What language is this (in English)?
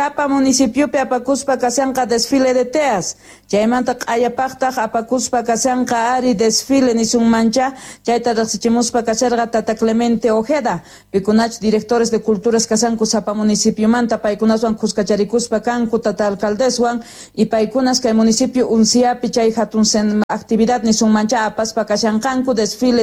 Quechua